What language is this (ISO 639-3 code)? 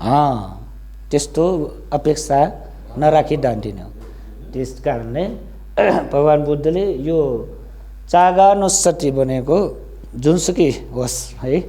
nep